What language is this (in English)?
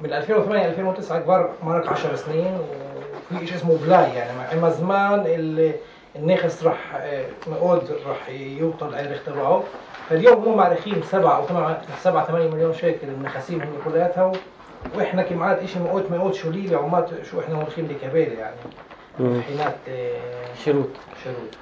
North Levantine Arabic